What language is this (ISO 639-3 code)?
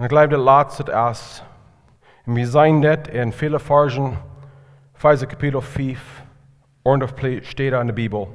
pdt